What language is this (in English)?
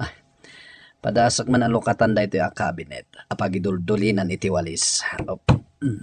Iloko